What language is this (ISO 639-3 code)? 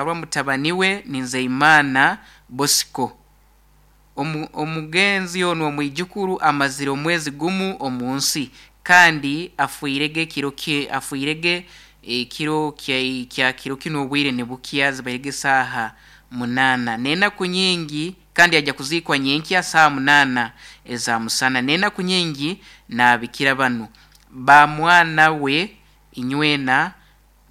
nyn